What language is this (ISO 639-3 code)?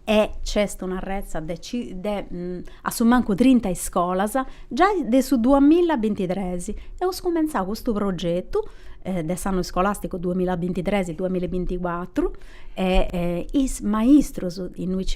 srd